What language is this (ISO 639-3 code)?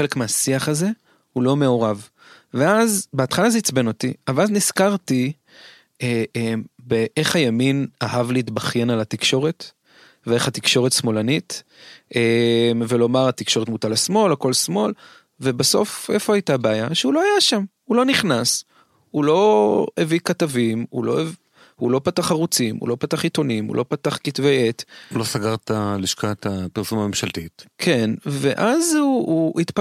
heb